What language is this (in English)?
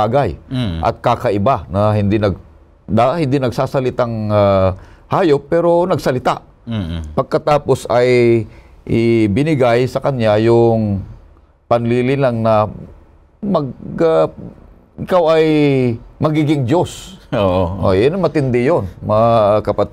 Filipino